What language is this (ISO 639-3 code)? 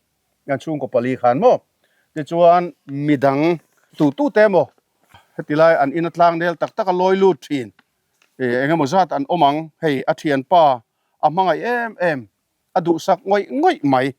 lus